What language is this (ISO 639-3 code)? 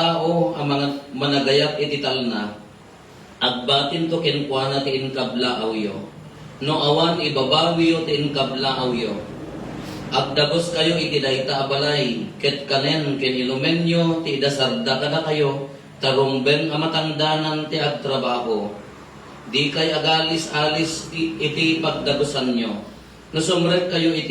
ilo